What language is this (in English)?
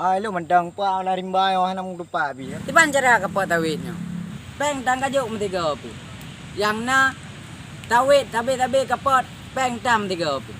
Achinese